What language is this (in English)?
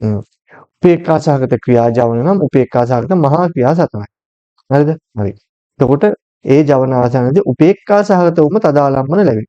Sinhala